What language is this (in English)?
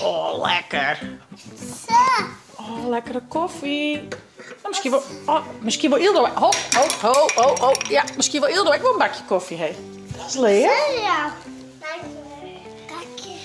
Western Frisian